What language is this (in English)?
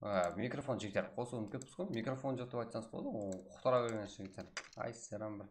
Kara-Kalpak